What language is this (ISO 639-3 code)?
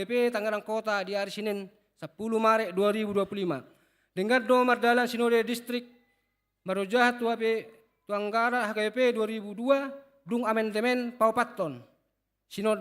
bbc